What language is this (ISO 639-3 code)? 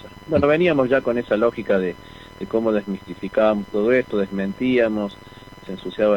spa